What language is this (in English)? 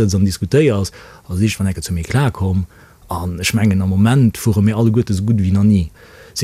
Luxembourgish